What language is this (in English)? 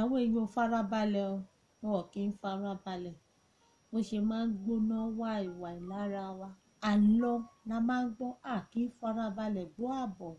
Yoruba